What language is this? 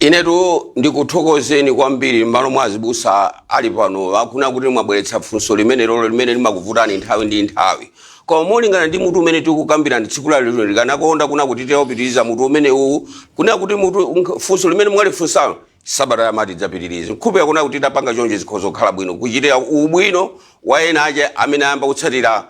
Nyanja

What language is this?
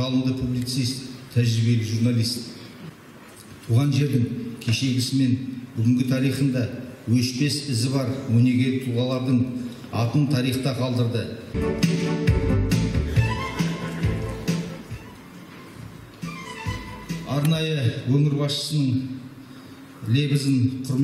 Kazakh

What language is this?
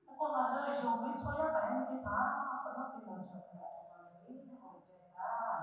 Lahu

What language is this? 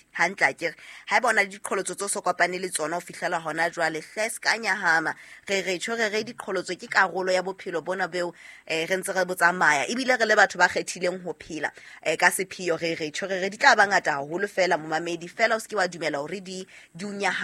Southern Sotho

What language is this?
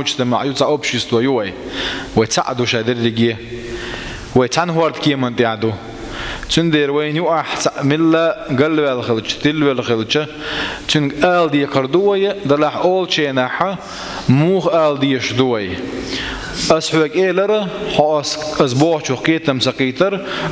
Chechen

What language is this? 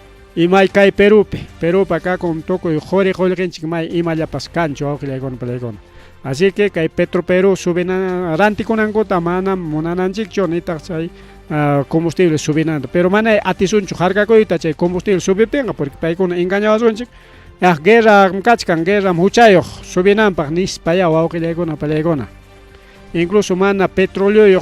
Ayacucho Quechua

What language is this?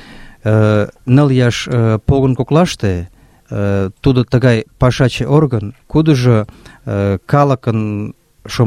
Mari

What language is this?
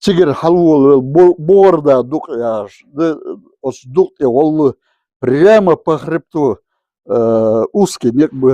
Chechen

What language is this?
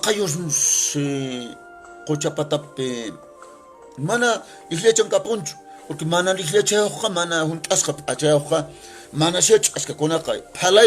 Quechua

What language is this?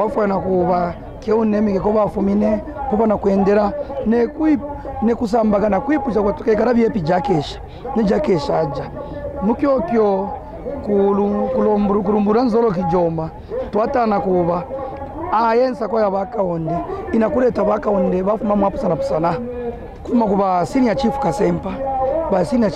Kaonde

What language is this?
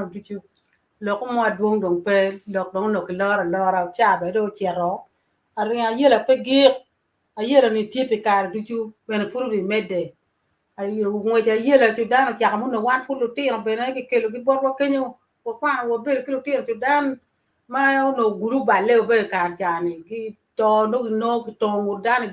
Acoli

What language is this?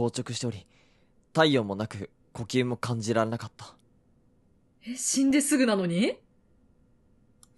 Japanese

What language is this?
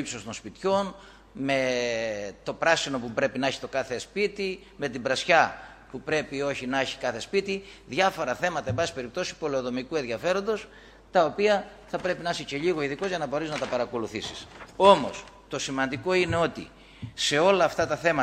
Greek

